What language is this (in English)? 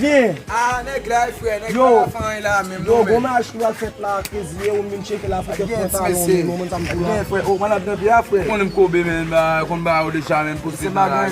Haitian Creole